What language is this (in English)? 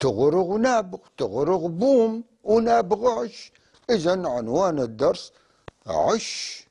North Levantine Arabic